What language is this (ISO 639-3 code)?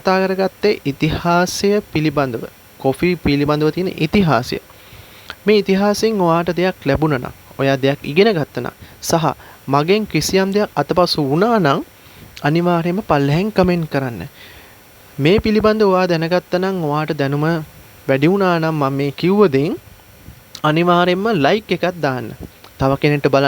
sin